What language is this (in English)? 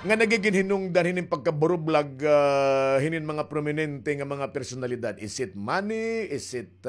Waray